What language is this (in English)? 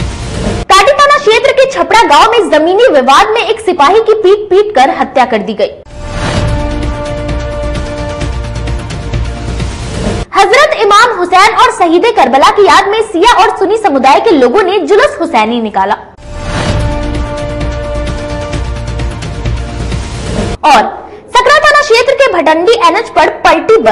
Hindi